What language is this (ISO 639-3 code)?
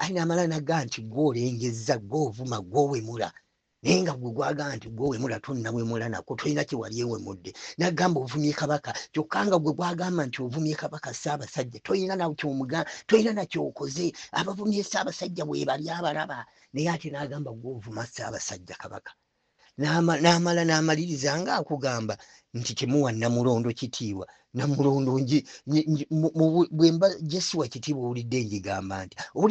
lug